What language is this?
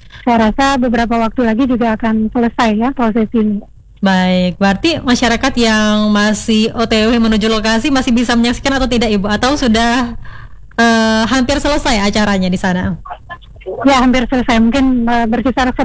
Indonesian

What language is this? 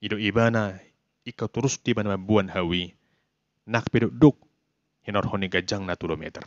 Batak Toba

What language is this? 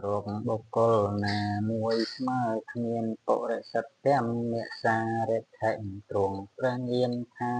Khmer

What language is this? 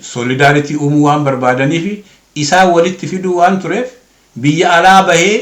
Oromo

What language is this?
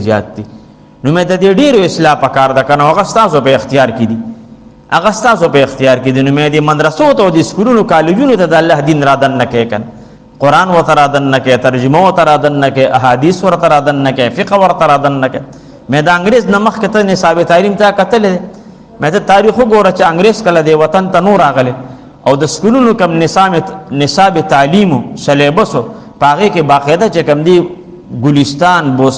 Pashto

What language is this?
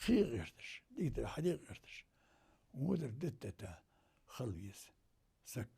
Ingush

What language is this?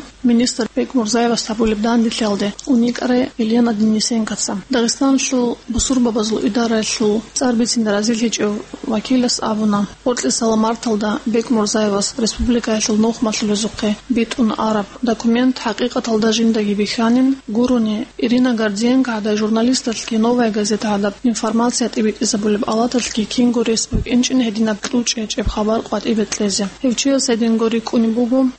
Avaric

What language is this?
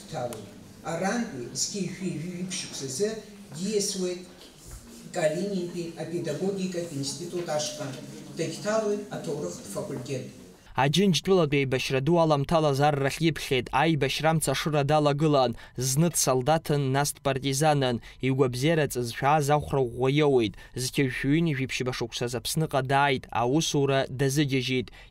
Abkhazian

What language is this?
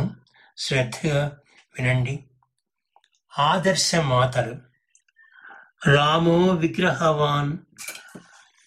Telugu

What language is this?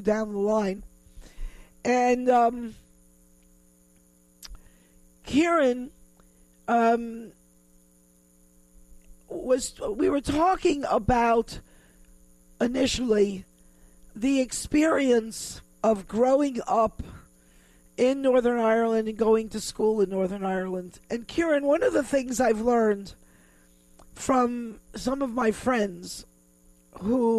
English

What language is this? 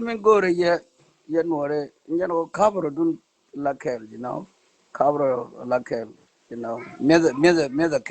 Nuer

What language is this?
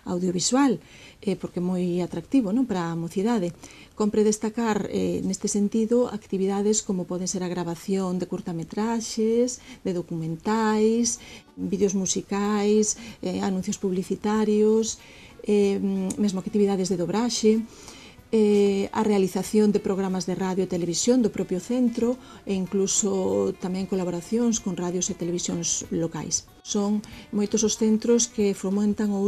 Galician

